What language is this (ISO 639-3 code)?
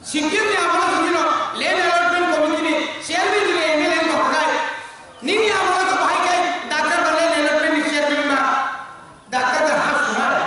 trp